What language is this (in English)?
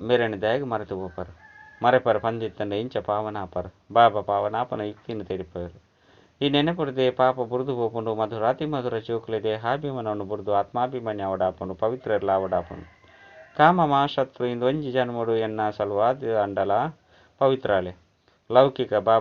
Tulu